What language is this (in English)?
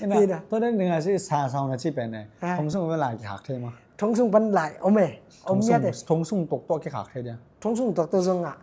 Tedim Chin